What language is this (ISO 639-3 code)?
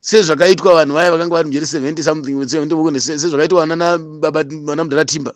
sna